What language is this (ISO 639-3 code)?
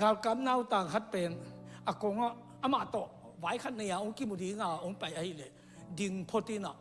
ctd